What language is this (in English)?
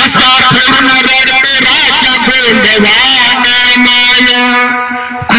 Marathi